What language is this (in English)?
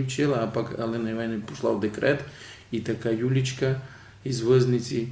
Rusyn